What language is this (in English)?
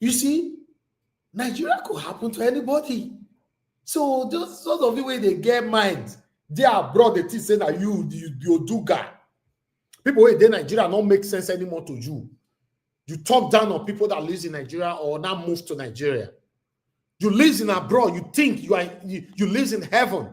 Nigerian Pidgin